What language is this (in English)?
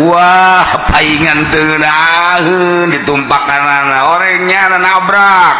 Sundanese